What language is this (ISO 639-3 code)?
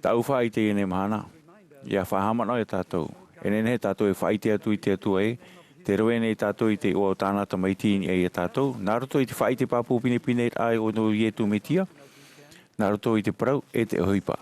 tah